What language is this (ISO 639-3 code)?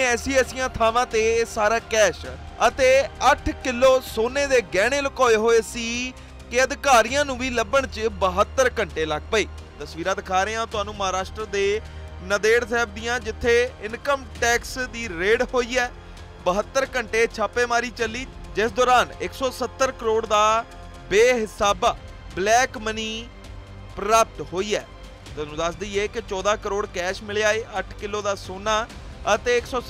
pan